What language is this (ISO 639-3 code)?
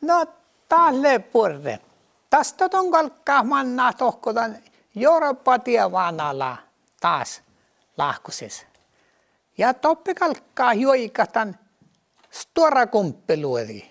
sme